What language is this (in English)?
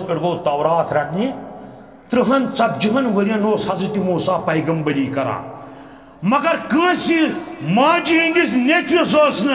Kashmiri